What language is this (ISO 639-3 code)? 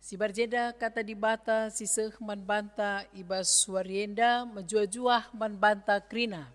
btx